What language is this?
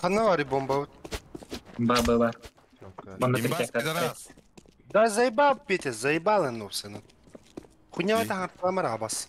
Yakut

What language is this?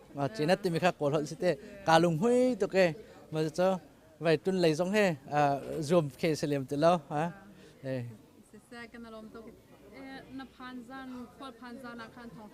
Hakha Chin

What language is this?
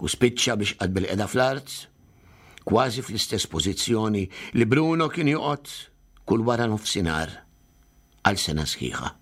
Maltese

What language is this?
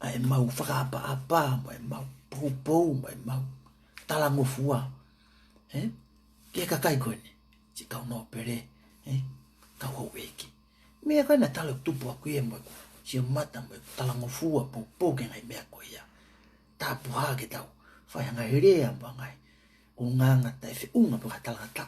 Tongan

